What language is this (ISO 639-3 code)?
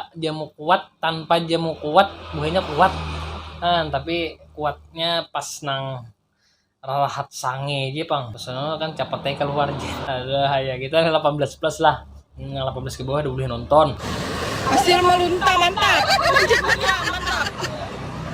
bjn